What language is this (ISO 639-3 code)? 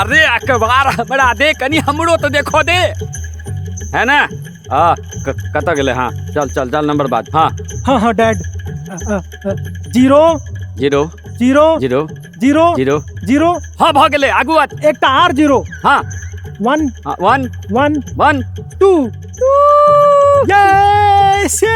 mai